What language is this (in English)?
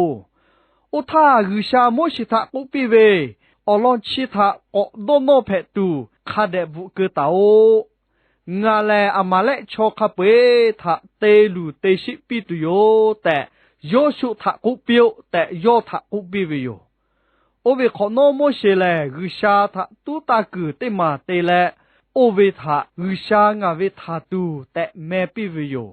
Lahu